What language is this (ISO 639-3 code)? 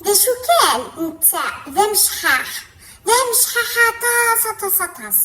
kab